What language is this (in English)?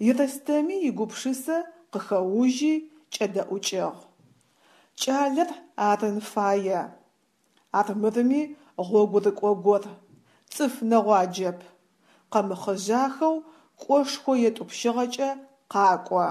Adyghe